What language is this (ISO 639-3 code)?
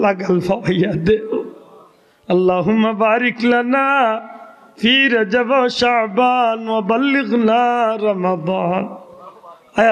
syl